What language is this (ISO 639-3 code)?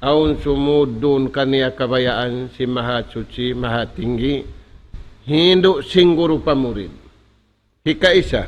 tsg